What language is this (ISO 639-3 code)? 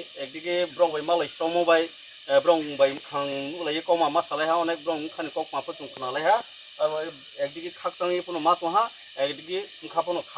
ria